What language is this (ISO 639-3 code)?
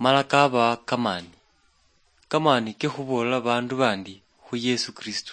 luy